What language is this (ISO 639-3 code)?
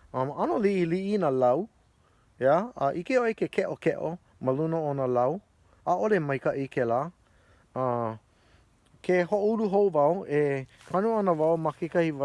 haw